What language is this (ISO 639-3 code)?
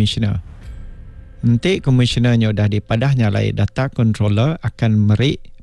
iba